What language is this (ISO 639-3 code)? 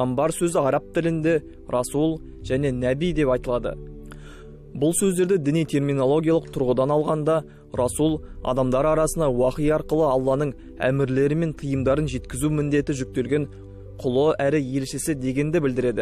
kaz